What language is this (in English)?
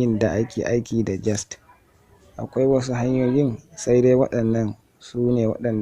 Hausa